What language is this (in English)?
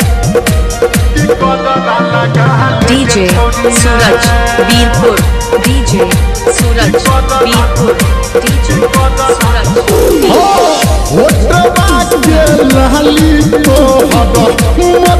Bhojpuri